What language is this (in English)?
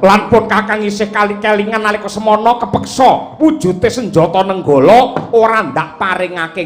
Javanese